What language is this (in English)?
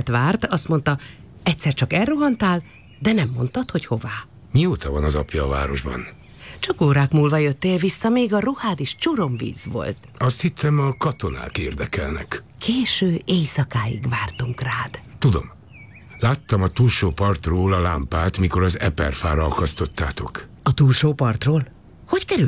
Hungarian